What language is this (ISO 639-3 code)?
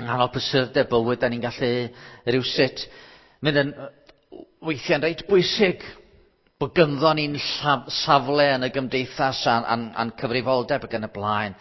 cym